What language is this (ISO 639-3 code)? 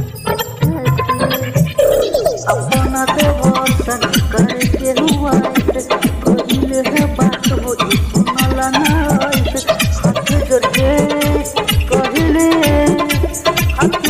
bho